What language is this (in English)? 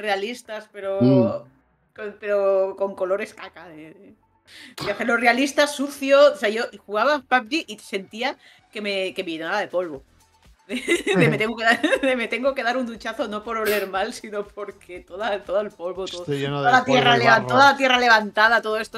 Spanish